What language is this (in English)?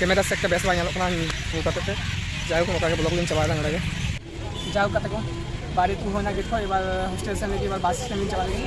Santali